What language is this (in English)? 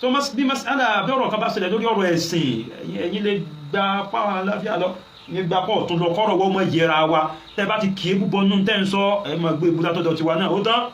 Yoruba